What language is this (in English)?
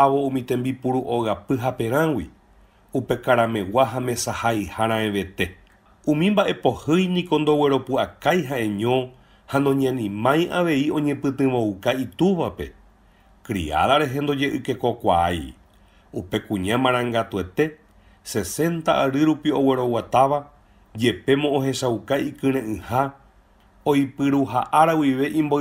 Guarani